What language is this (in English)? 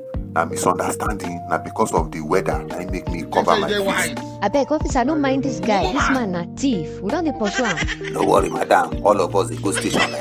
Nigerian Pidgin